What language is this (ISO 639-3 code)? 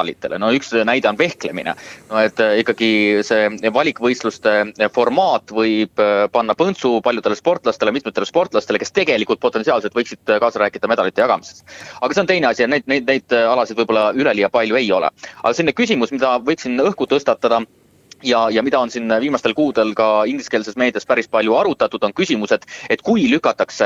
est